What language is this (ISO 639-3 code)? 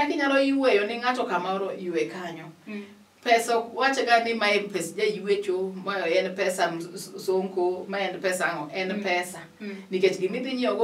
luo